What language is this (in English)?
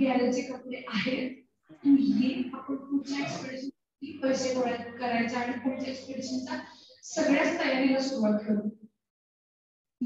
Marathi